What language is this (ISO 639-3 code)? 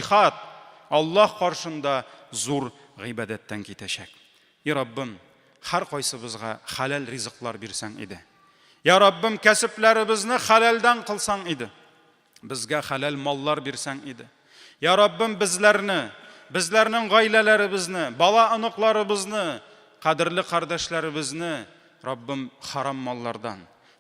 tat